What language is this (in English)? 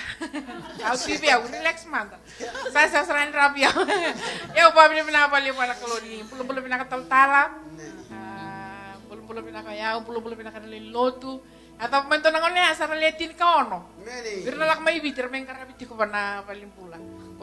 Fijian